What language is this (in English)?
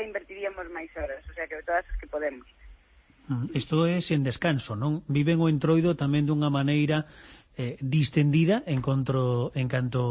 Galician